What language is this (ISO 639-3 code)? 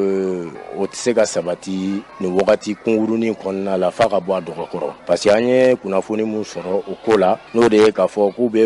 bam